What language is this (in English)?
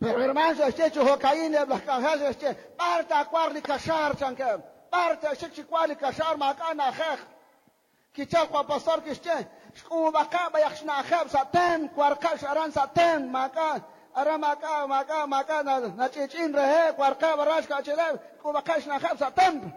Kekchí